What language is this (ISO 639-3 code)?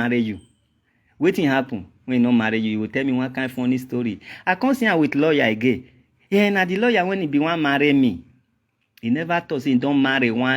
pcm